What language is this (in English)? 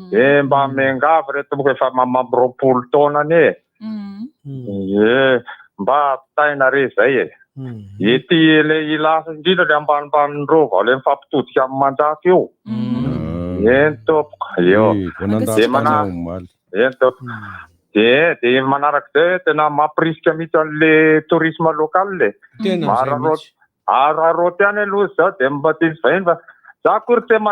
Malagasy